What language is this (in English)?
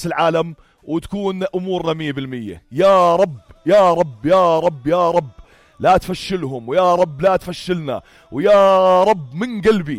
North Levantine Arabic